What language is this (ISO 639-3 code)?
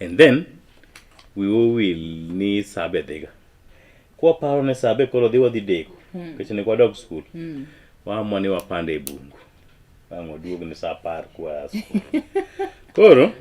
luo